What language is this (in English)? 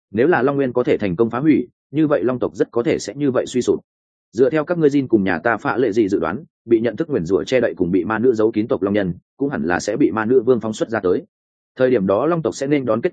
Vietnamese